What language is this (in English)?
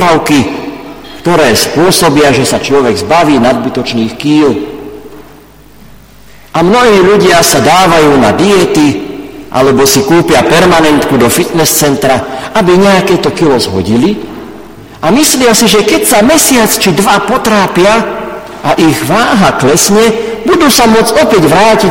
Slovak